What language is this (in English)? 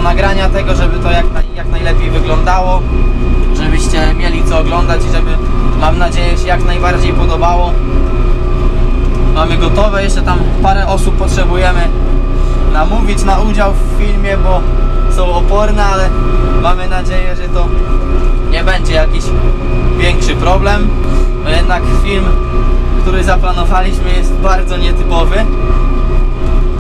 Polish